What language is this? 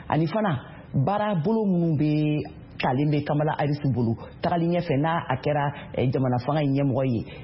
Bambara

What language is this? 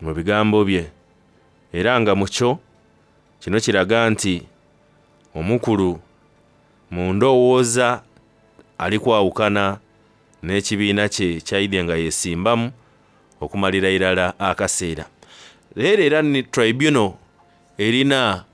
Soga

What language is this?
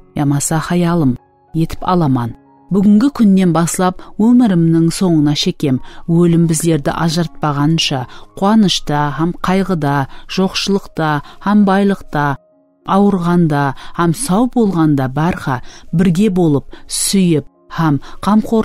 Kara-Kalpak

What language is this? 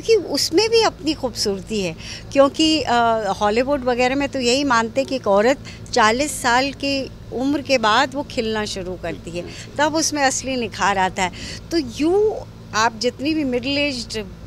Hindi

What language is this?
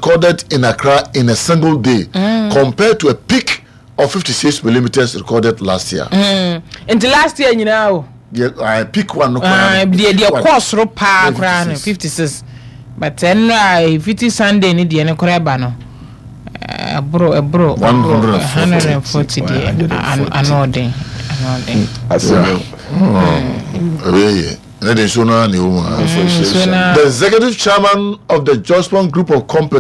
Akan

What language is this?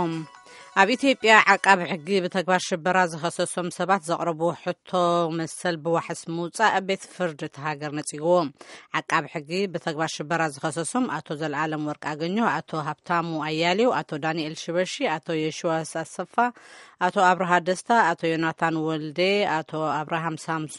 Tigrinya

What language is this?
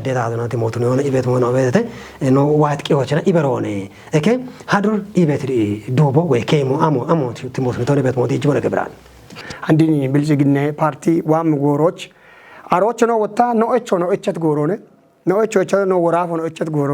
Kafa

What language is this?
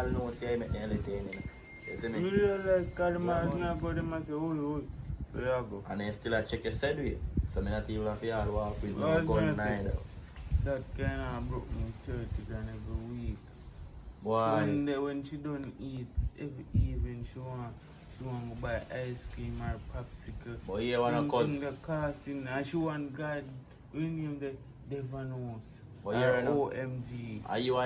Jamaican Creole English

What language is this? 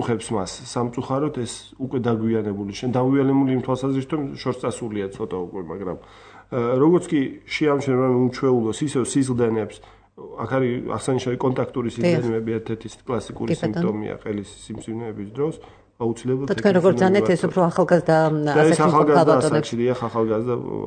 Georgian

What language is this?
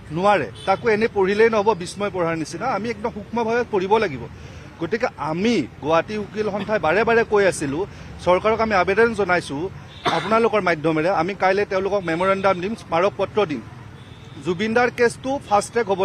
Assamese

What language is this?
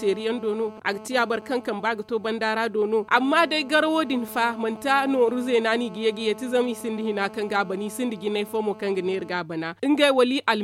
Zarma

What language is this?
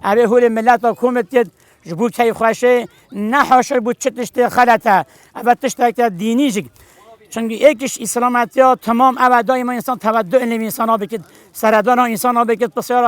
Kurdish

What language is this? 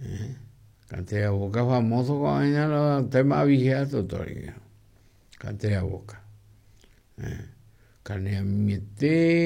Guarani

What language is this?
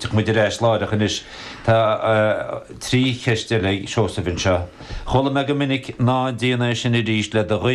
Irish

